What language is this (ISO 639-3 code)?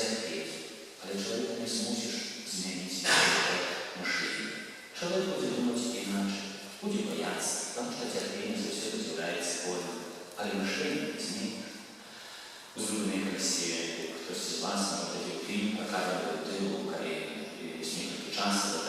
bel